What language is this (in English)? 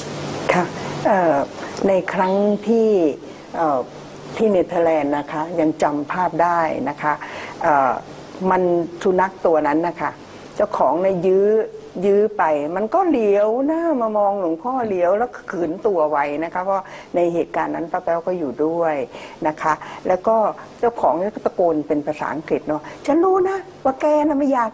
Thai